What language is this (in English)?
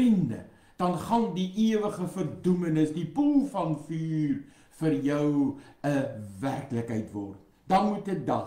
Afrikaans